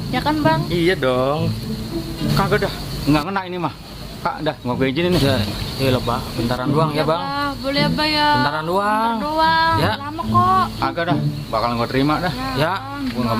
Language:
Betawi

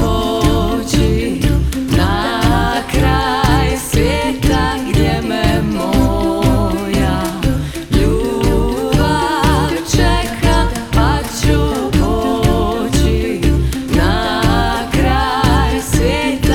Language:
Croatian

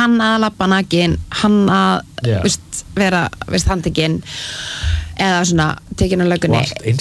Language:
Icelandic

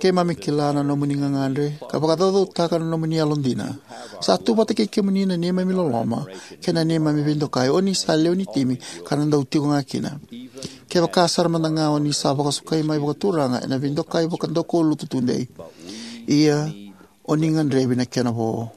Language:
Fijian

